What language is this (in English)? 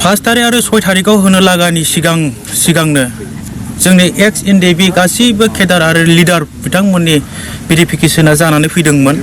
Bodo